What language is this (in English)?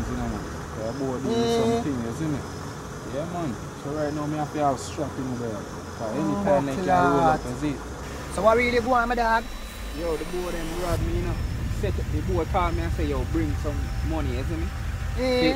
Jamaican Creole English